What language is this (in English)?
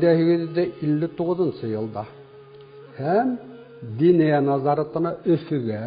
Bashkir